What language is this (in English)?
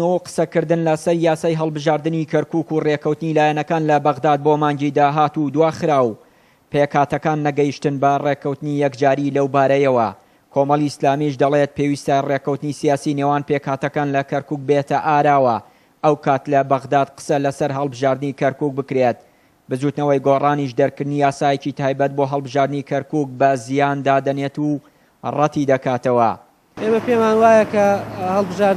Central Kurdish